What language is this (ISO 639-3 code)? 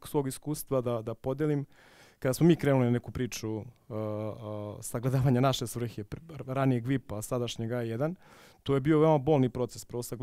srp